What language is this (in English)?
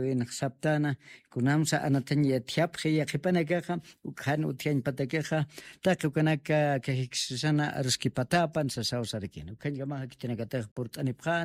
Aymara